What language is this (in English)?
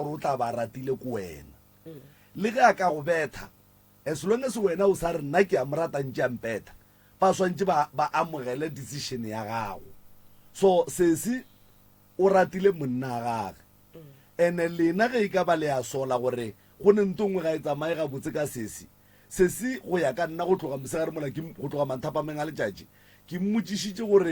Northern Sotho